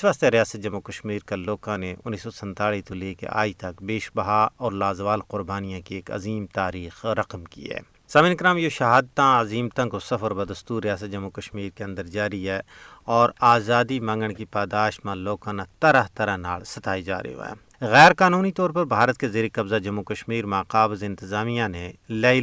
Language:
Gujari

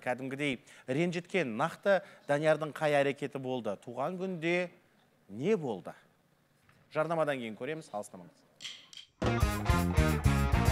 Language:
Kazakh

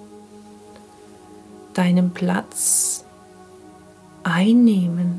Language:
German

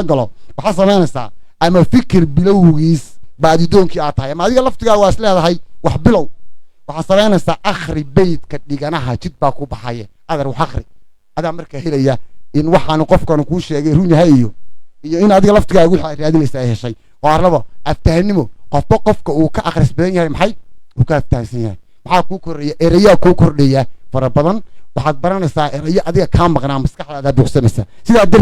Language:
Somali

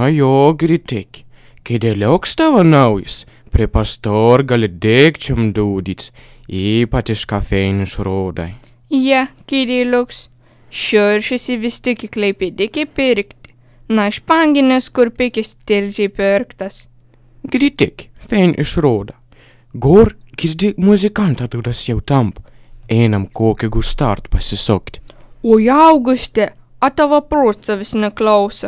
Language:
Lithuanian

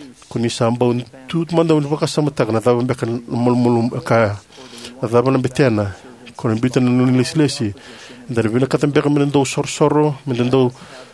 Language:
Fijian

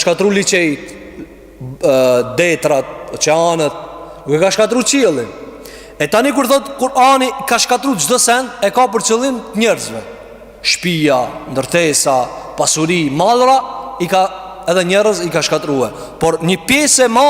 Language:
Albanian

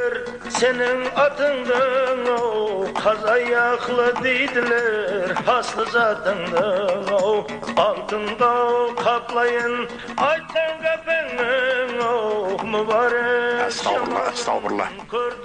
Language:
Kara-Kalpak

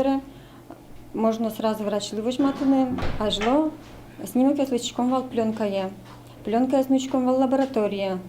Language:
Udmurt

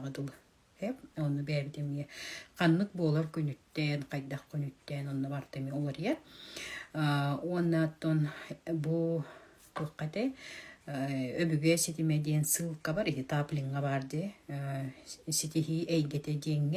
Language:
Yakut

